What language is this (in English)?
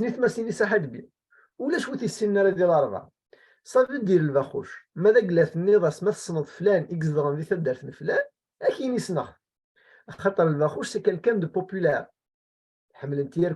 Kabyle